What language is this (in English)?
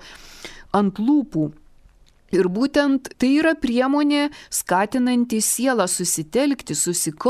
Lithuanian